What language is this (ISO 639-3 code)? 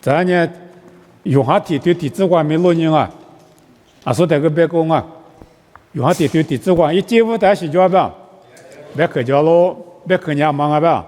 lis